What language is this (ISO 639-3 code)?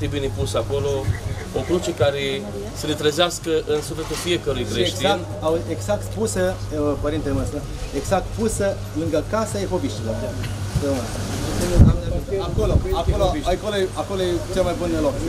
ron